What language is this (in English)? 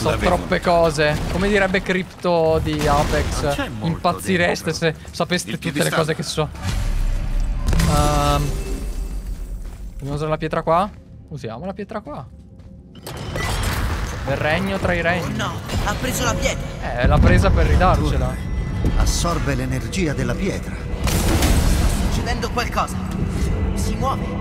Italian